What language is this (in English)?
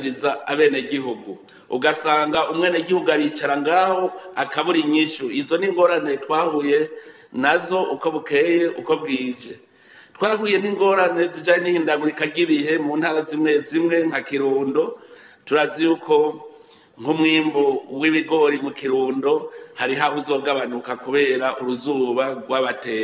Rundi